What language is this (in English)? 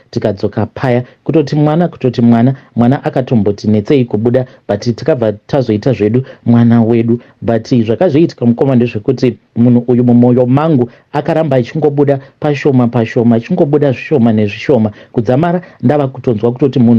Shona